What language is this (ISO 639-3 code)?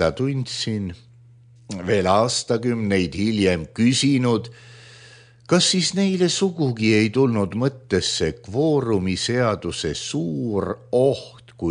est